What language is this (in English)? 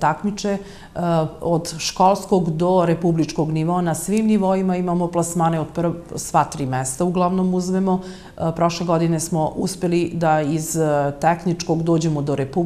Serbian